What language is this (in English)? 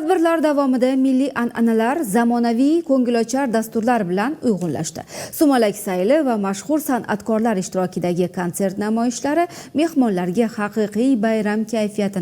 Uzbek